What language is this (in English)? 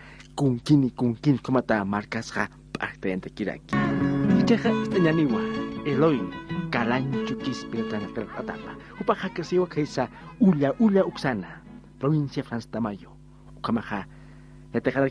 Aymara